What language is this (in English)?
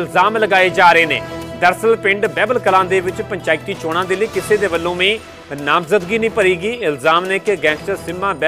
Punjabi